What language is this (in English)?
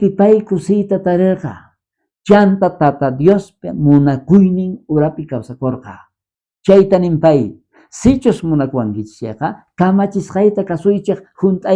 South Bolivian Quechua